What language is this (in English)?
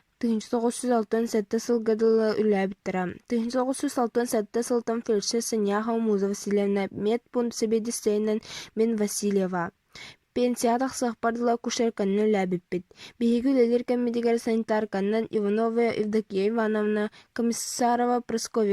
Yakut